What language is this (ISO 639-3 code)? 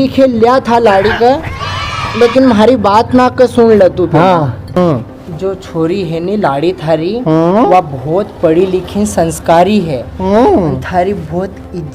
raj